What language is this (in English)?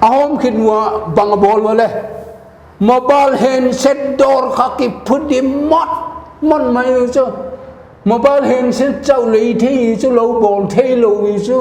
Paite Chin